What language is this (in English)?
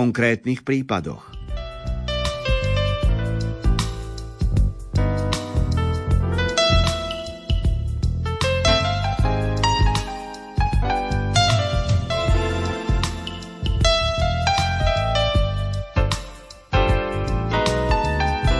Slovak